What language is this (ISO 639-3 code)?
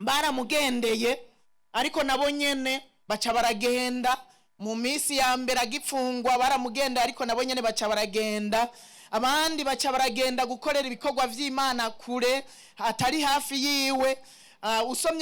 run